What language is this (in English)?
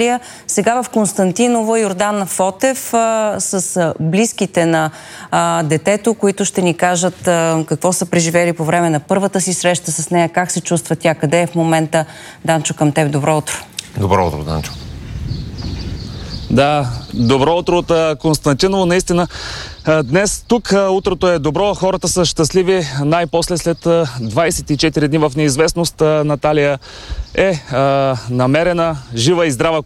Bulgarian